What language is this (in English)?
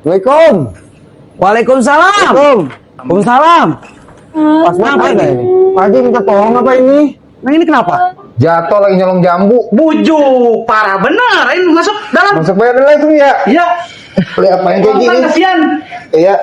Betawi